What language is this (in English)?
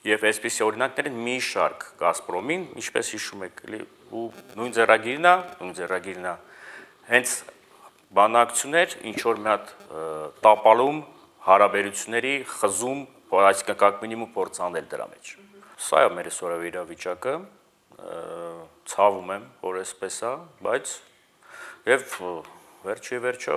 Armenian